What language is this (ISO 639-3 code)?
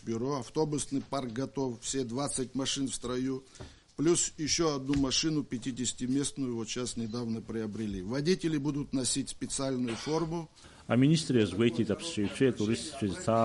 abk